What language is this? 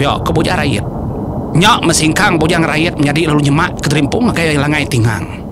Iban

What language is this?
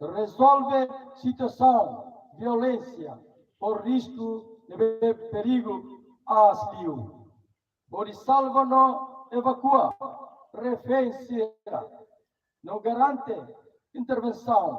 Tetum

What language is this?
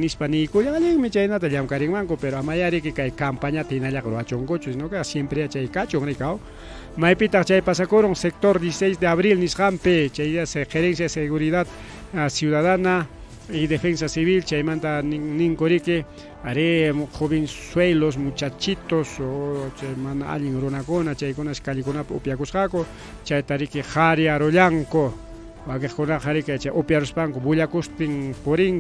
Ayacucho Quechua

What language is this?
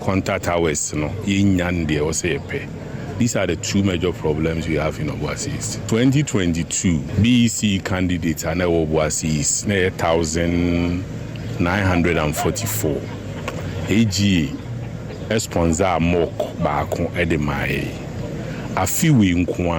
Akan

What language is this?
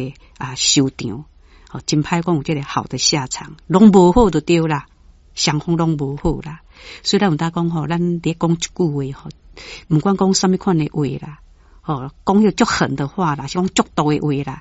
Min Nan Chinese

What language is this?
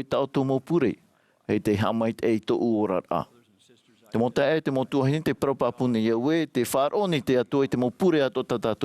Tahitian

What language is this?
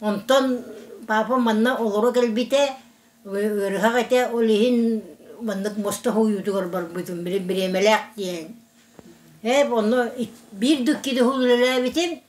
Yakut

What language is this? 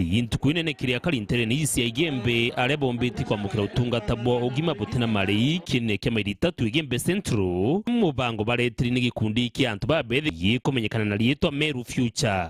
Meru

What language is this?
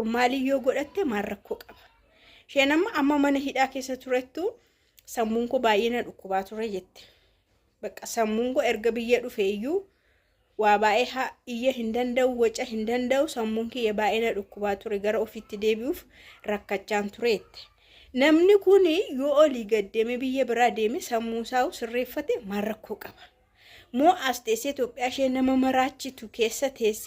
Oromo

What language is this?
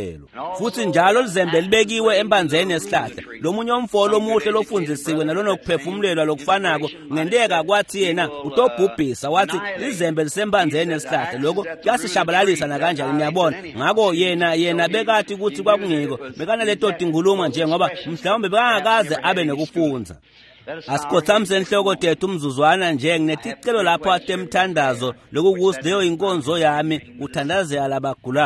Swati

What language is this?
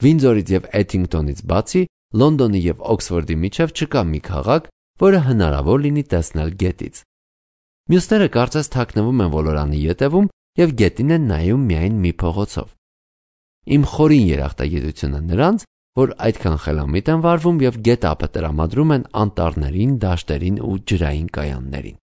Armenian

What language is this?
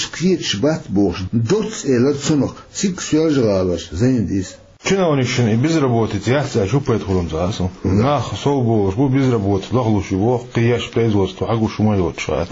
Chechen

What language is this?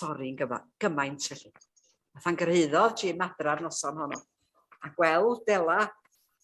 Welsh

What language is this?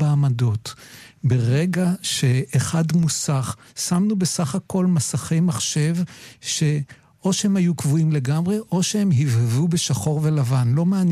Hebrew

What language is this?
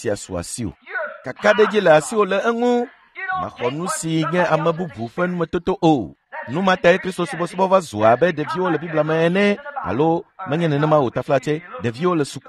Ewe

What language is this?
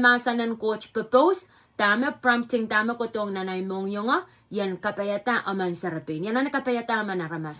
Pohnpeian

